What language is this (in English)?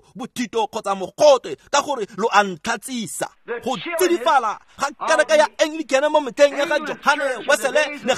Tswana